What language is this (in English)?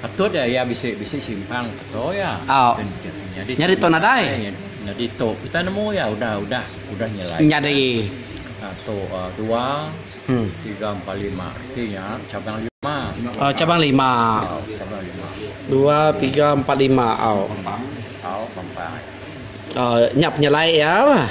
Iban